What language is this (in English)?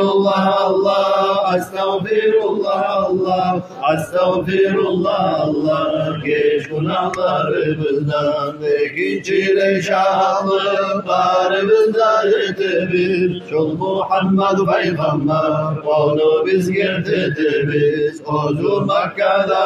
Kumyk